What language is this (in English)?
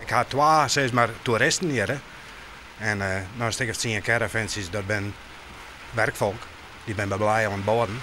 Western Frisian